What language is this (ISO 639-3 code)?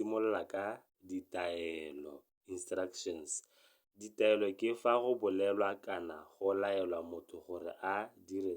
tsn